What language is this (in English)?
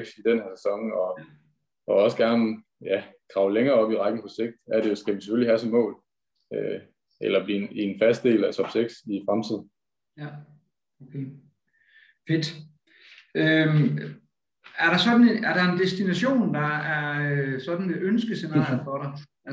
Danish